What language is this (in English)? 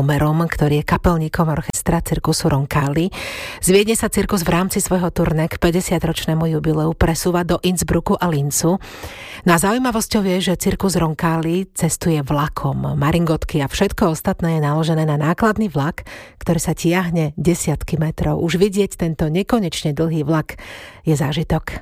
Slovak